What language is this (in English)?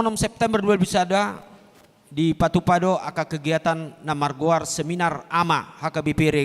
Batak Toba